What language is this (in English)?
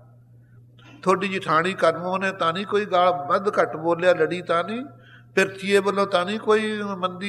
Punjabi